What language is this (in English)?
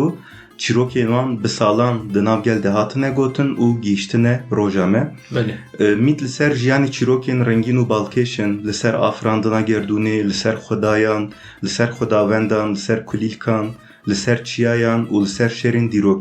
Kurdish